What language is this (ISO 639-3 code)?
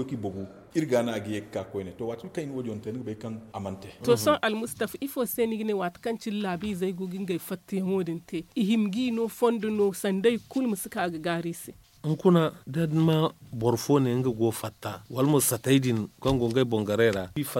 dje